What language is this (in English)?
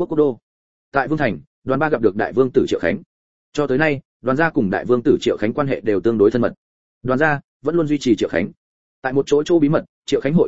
Vietnamese